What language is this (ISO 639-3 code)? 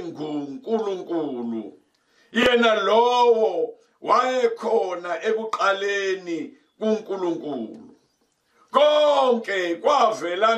zul